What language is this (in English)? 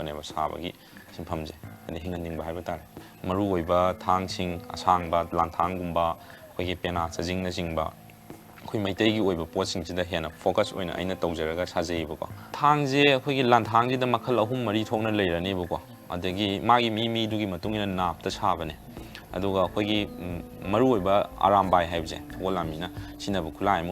Manipuri